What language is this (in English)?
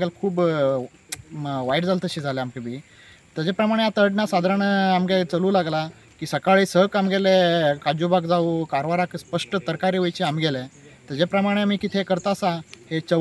Konkani